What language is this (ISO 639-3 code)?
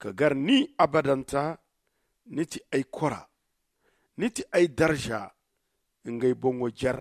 dje